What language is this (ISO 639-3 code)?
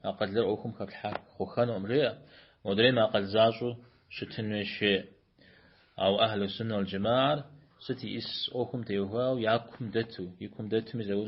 kbd